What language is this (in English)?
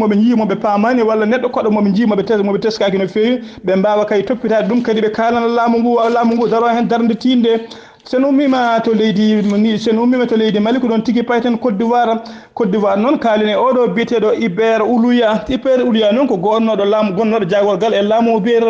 Fula